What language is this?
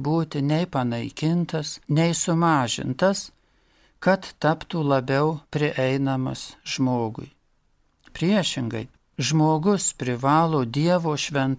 Lithuanian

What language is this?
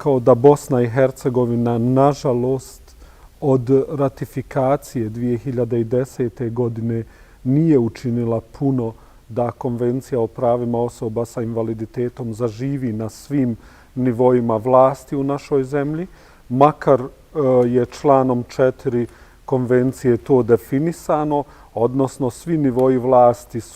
Bosnian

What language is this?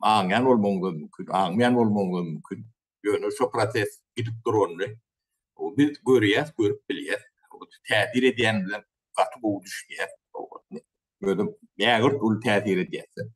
Turkmen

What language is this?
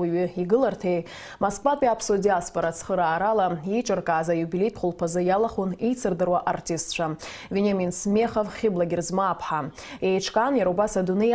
Abkhazian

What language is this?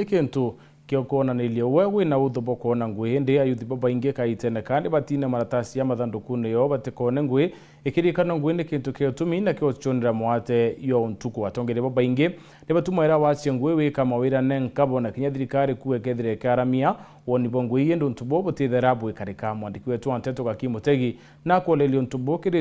Meru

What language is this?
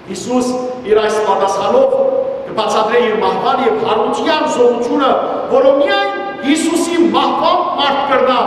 Western Armenian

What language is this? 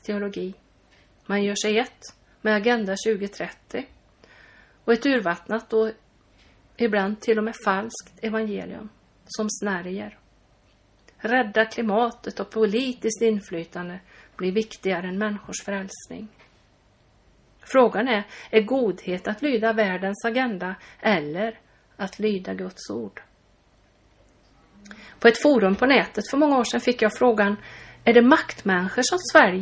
Swedish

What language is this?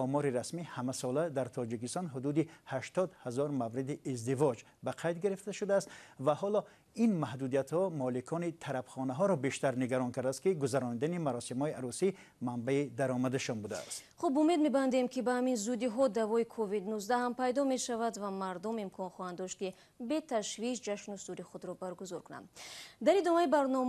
Tajik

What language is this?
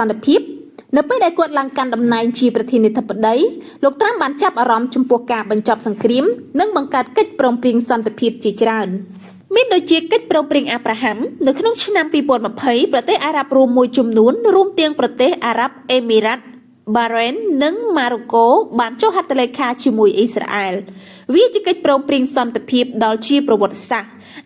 Khmer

